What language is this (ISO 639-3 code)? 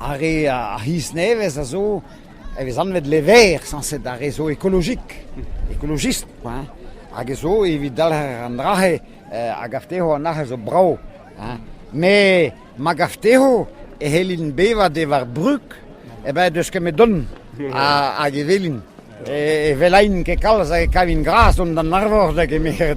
bre